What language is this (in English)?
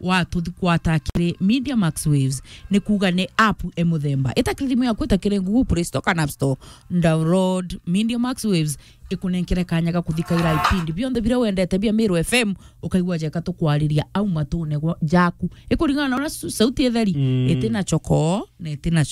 Meru